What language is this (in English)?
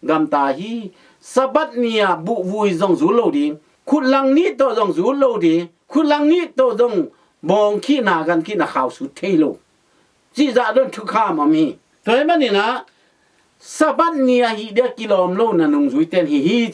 Tedim Chin